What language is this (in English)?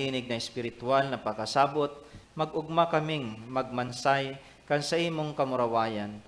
Bikol